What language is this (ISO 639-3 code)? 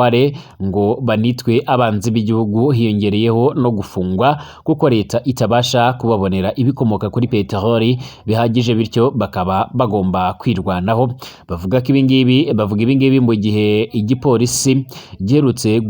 kin